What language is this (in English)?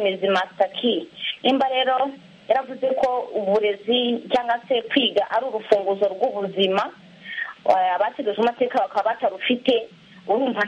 Kinyarwanda